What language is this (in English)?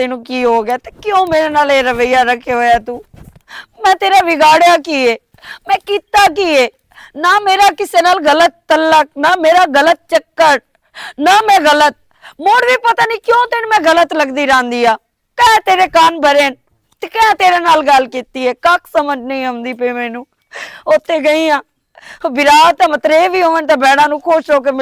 Western Panjabi